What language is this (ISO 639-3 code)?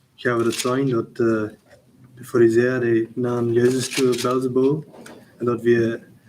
pdt